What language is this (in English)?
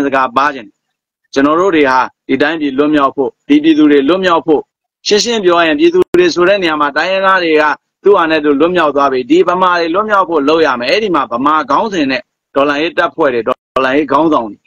Burmese